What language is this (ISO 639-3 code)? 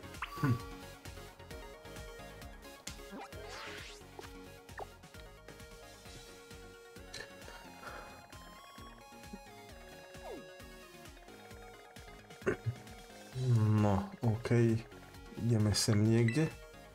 slk